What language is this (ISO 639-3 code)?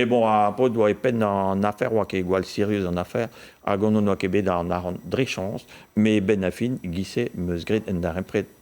bre